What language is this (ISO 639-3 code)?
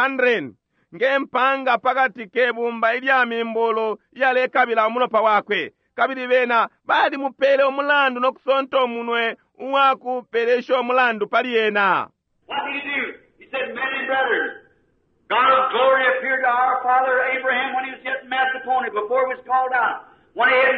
bem